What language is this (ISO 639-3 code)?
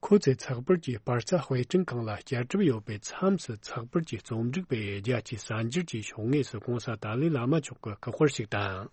bod